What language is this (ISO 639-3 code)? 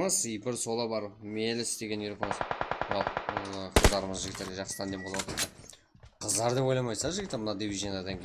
kaa